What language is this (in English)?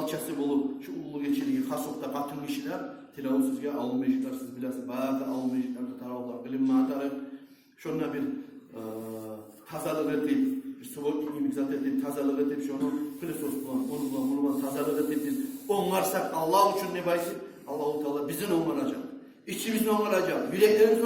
Kumyk